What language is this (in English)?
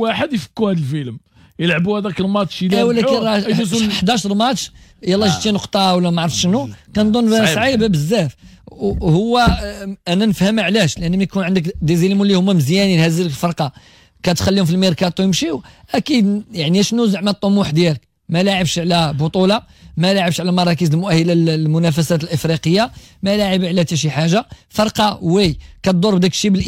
Moroccan Arabic